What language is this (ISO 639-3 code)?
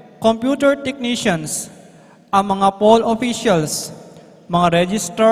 pam